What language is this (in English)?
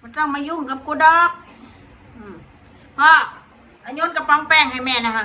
Northeastern Thai